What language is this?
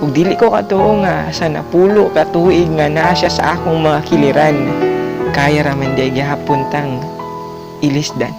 Cebuano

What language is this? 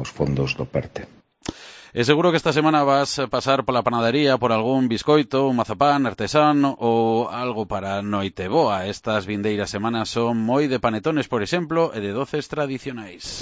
Galician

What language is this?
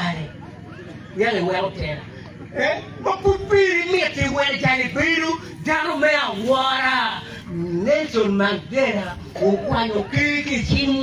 Acoli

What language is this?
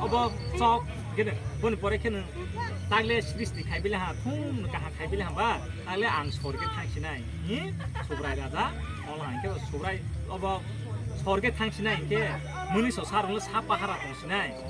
Kok Borok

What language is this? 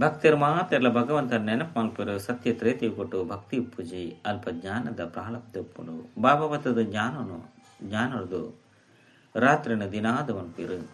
Tulu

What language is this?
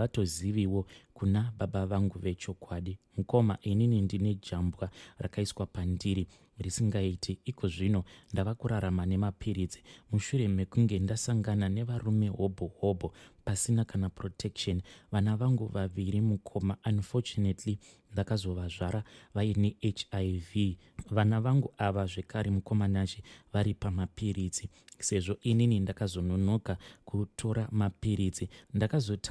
Shona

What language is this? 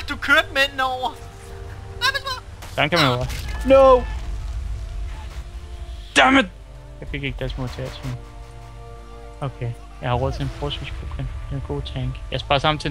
Danish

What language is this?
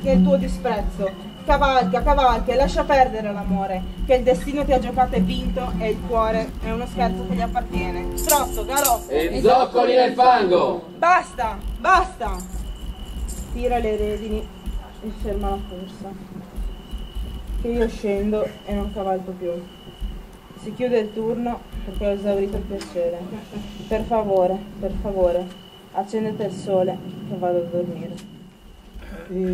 Italian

